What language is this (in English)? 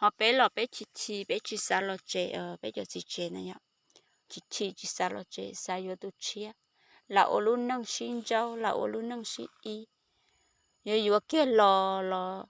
Hmong